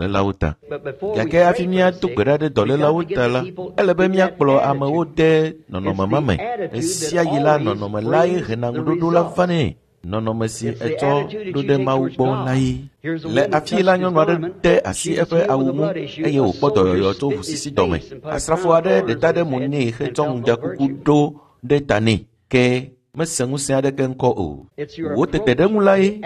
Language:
Ewe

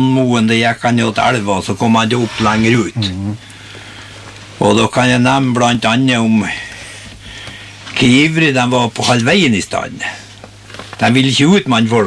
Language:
Norwegian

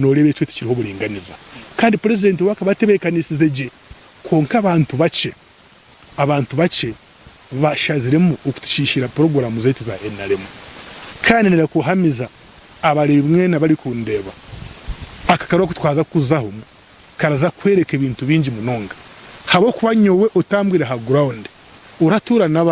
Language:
Nyankole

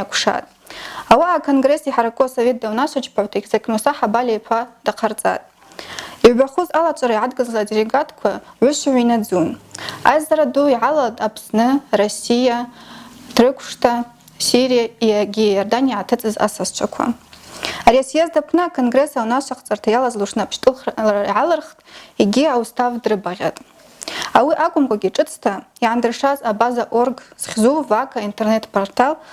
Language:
Abkhazian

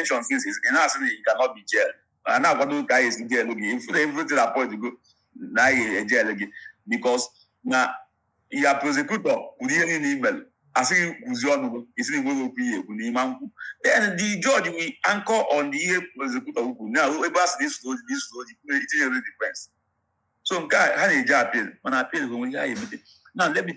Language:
Igbo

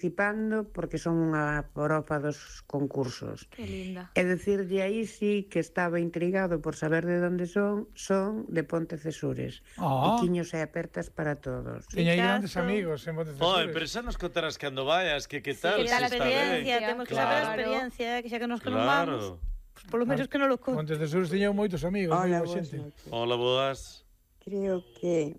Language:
Galician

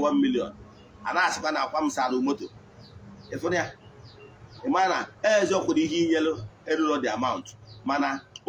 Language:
Igbo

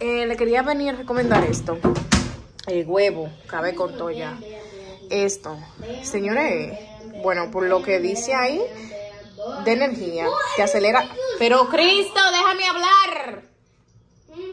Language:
Spanish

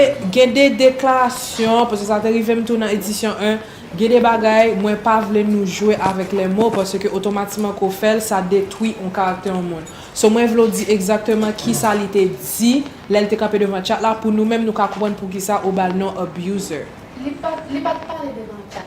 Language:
Haitian Creole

